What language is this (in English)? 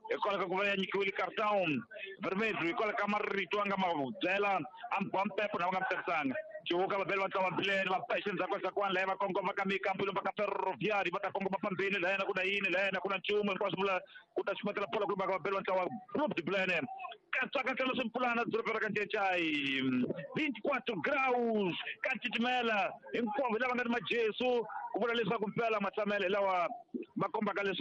Tsonga